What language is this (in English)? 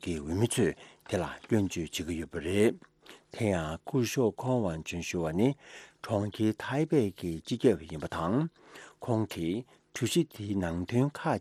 Tibetan